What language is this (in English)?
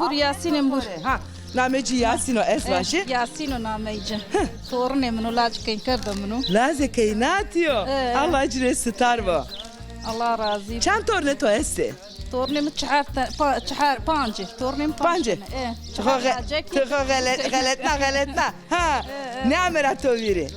Zaza